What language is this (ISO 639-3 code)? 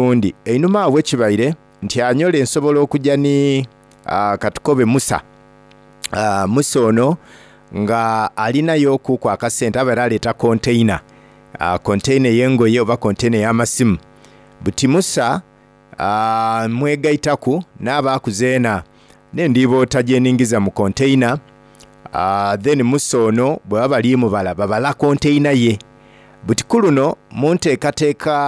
xog